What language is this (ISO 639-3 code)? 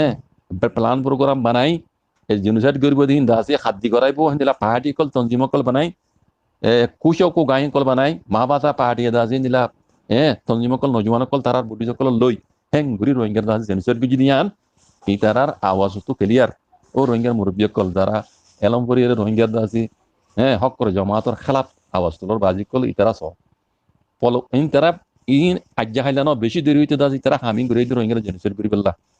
rhg